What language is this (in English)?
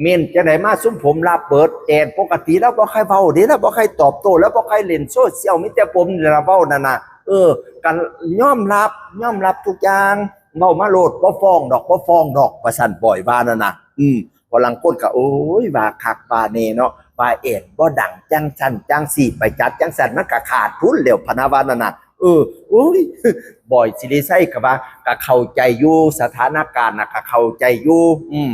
Northeastern Thai